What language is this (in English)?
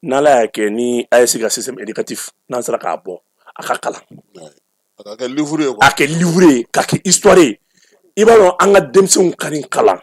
Bambara